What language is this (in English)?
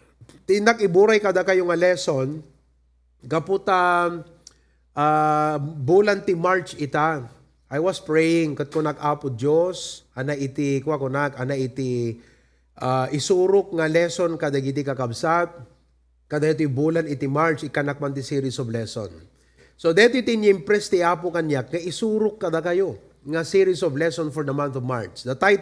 Iloko